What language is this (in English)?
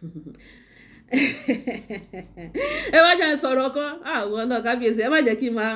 Yoruba